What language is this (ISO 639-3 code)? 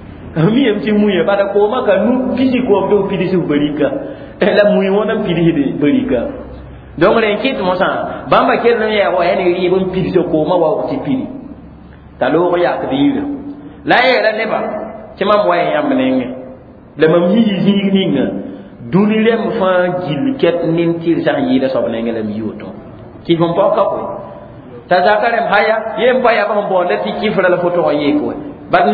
mos